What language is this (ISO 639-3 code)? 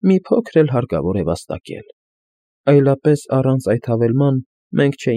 hye